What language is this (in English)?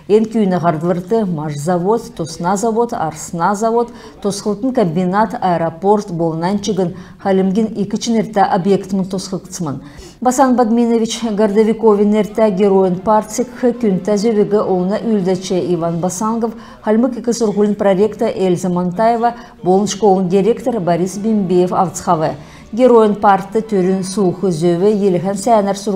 Kalmyk